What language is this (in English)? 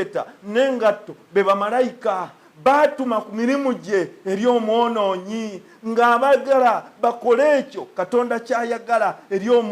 Ganda